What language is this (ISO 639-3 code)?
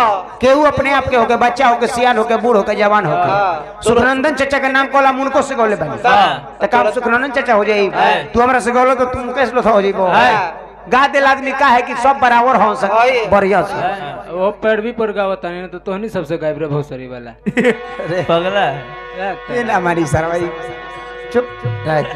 bho